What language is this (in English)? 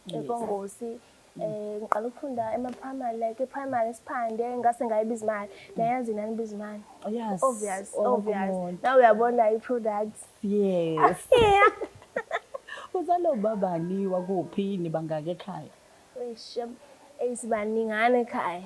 Zulu